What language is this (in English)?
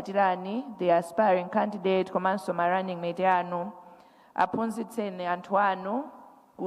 Nyanja